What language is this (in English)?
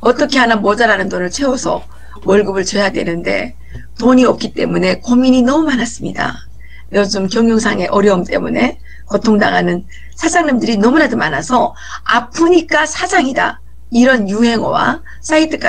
Korean